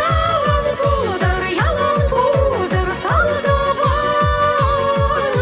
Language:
Chuvash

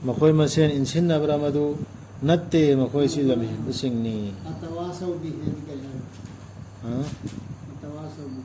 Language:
Manipuri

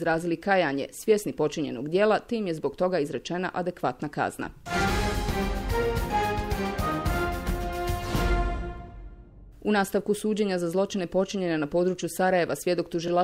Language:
Bosnian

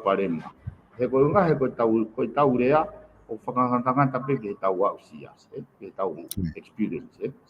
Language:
Tongan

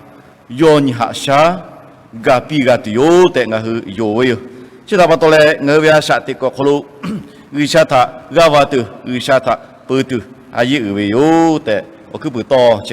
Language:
Lahu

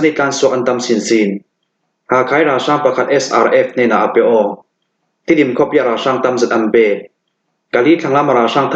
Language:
Hakha Chin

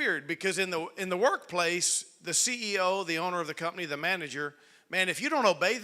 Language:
English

